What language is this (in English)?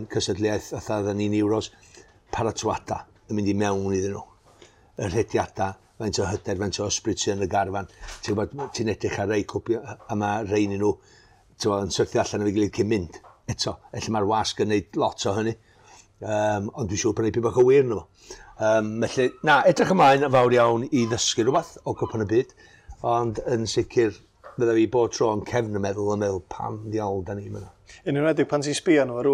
Welsh